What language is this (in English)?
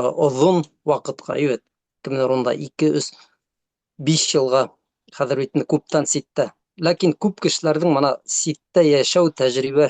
Bashkir